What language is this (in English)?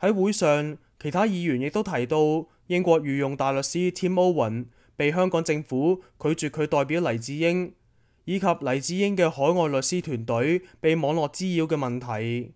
Cantonese